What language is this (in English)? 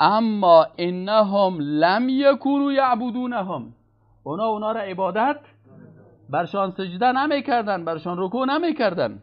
Persian